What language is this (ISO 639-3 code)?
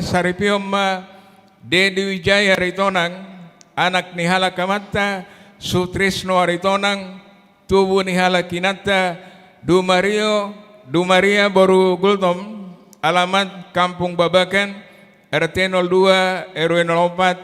bbc